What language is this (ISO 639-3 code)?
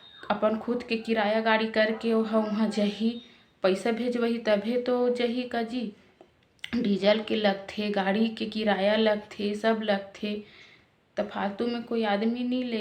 hne